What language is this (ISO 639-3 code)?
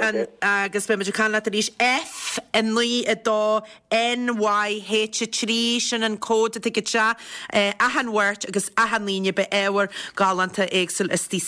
gle